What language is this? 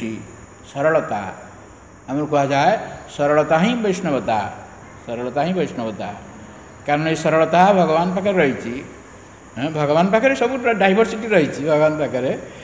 Odia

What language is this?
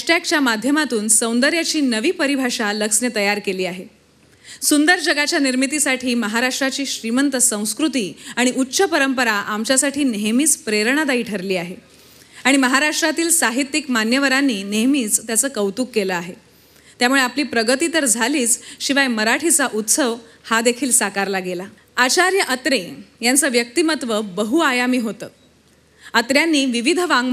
Marathi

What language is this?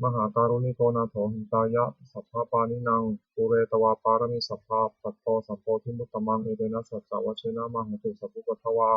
Pali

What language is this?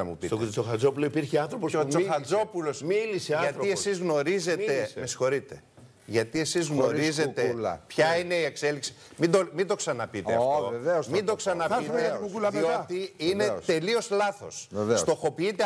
Greek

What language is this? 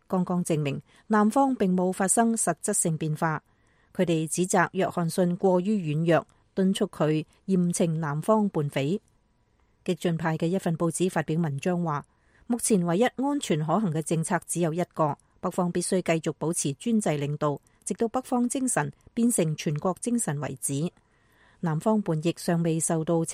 Cantonese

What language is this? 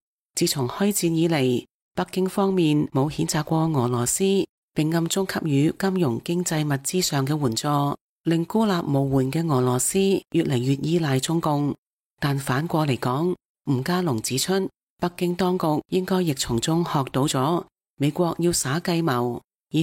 Cantonese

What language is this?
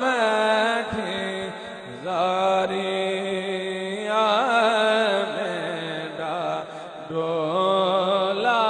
Saraiki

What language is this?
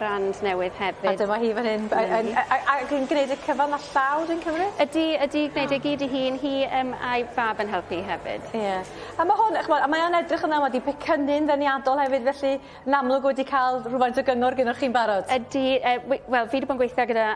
Welsh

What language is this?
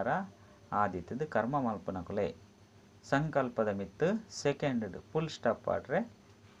Tulu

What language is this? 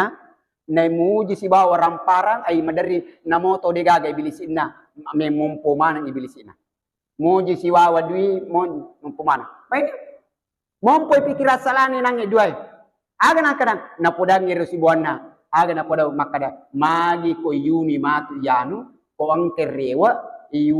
Buginese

